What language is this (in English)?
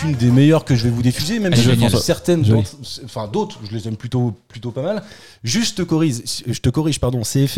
French